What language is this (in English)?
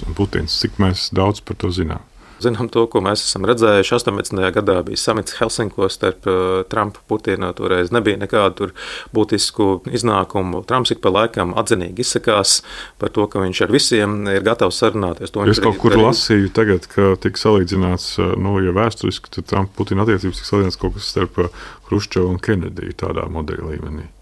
Latvian